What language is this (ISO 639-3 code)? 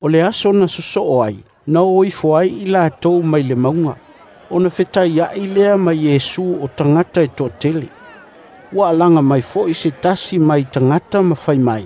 smo